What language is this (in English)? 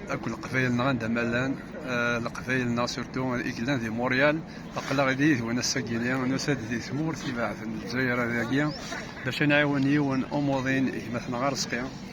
Kabyle